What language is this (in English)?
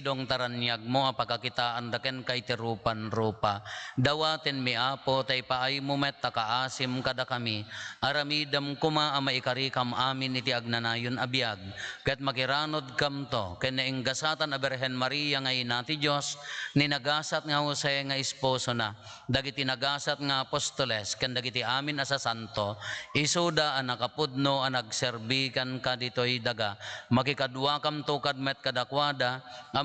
Iloko